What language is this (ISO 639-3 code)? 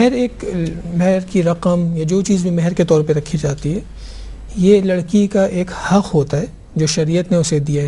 urd